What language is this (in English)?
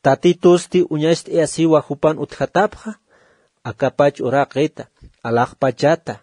Aymara